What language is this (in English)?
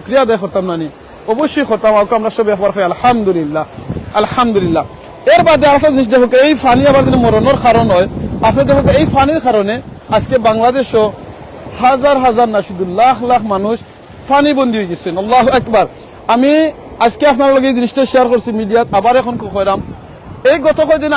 Sylheti